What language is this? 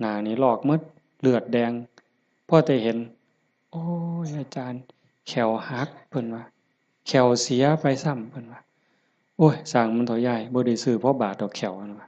Northeastern Thai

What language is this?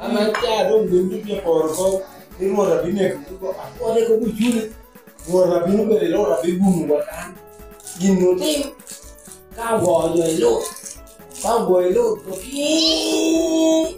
Lango (Uganda)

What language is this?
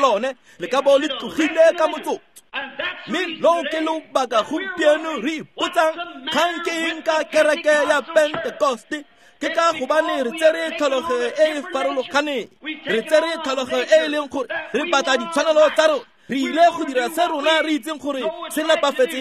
Tswana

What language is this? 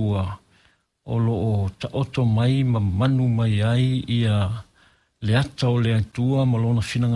Samoan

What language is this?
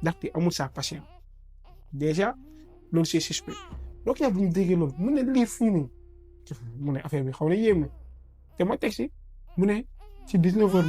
Wolof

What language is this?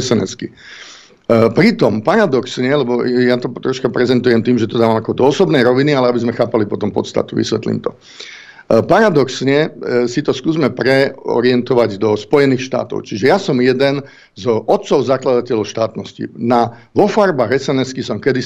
Slovak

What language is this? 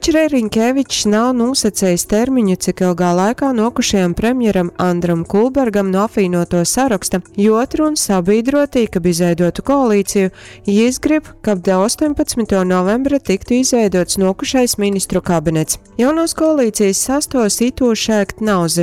Latgalian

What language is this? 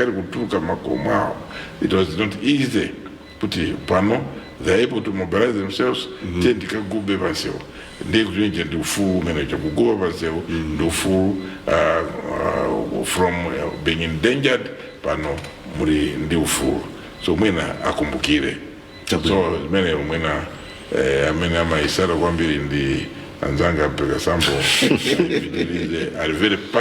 Nyanja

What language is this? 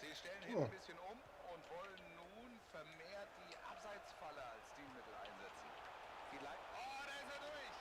Bavarian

